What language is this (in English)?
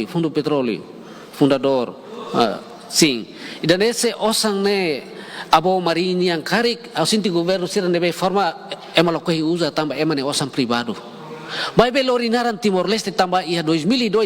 Tetum